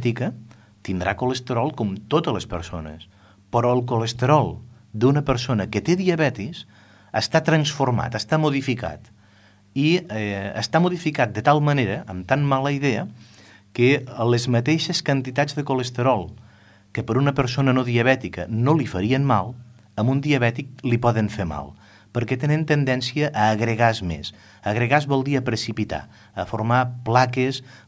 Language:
Catalan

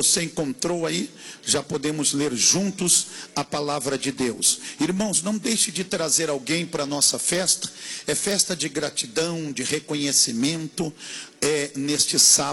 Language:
Portuguese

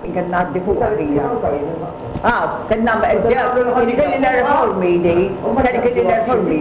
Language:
Maltese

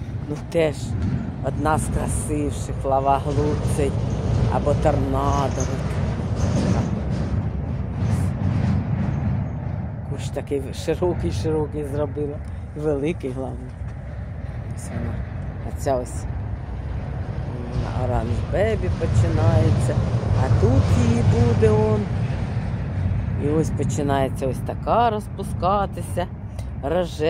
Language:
Ukrainian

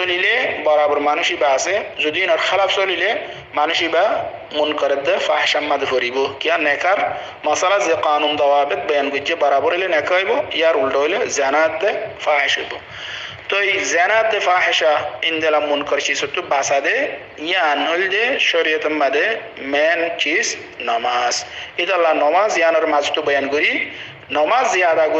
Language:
Rohingya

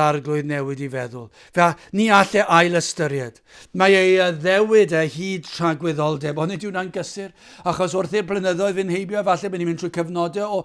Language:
Welsh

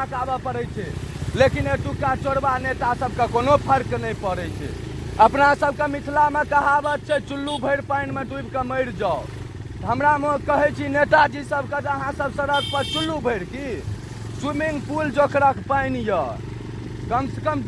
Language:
Maithili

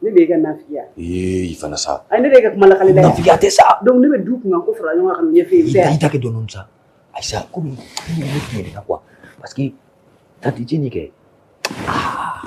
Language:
Bambara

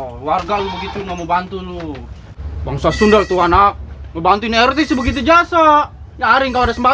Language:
Betawi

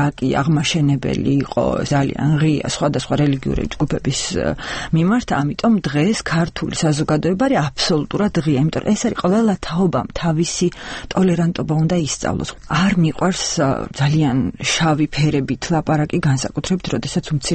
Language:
Georgian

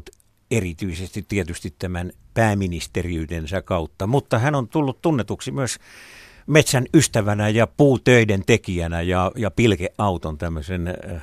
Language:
Finnish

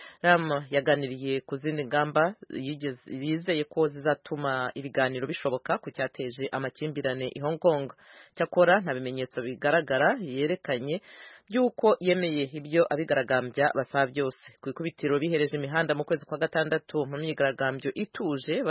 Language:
Kinyarwanda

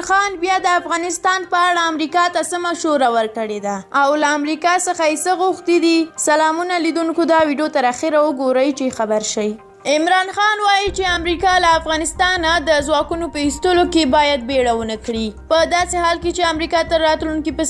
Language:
Pashto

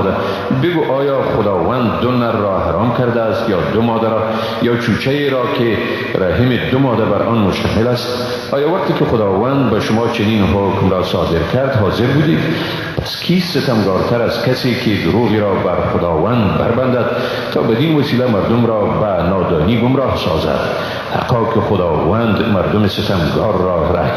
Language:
Persian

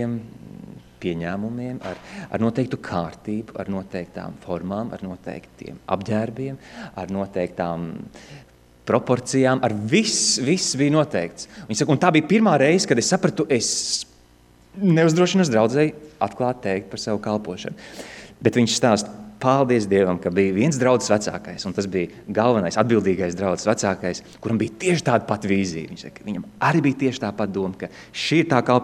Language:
Latvian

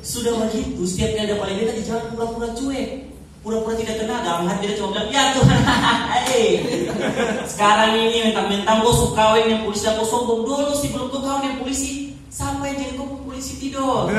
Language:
Ambonese Malay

